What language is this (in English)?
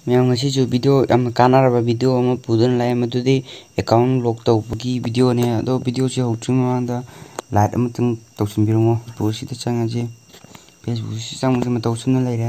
Manipuri